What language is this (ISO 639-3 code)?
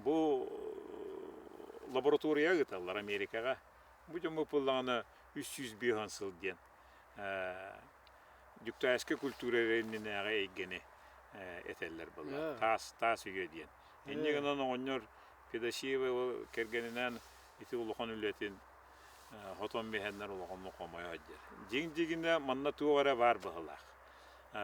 sah